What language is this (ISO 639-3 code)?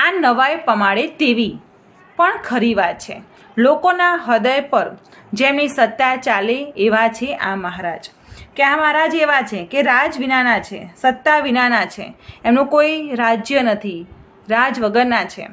guj